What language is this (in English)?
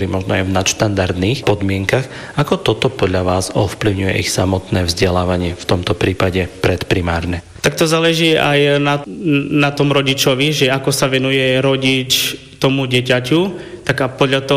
Slovak